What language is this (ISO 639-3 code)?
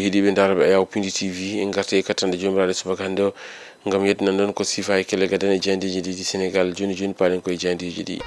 ful